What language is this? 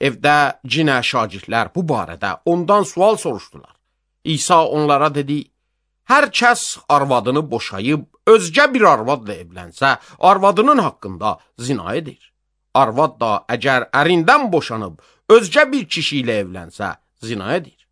Azerbaijani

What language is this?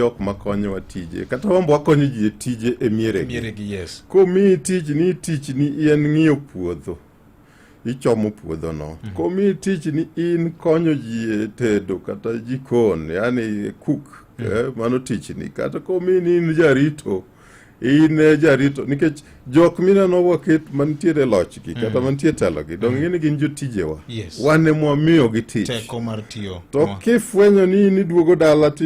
Luo (Kenya and Tanzania)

